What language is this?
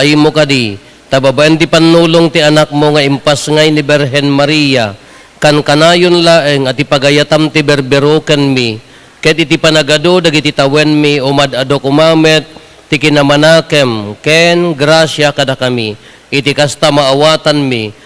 Iloko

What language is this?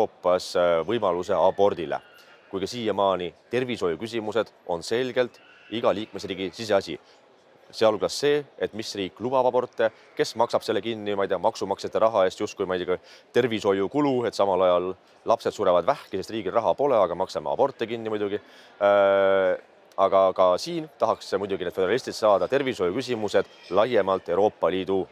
Estonian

